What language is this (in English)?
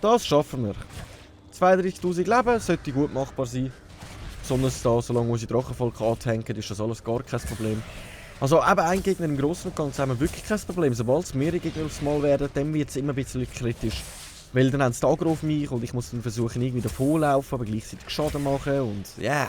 Swiss German